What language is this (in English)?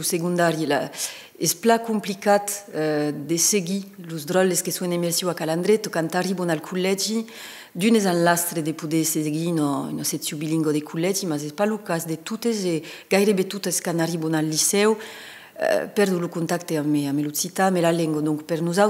Occitan